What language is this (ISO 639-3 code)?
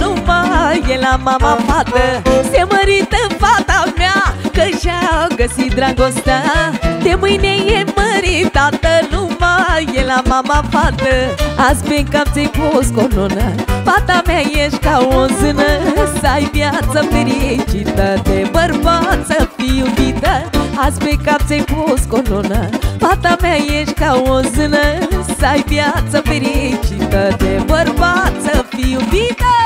ron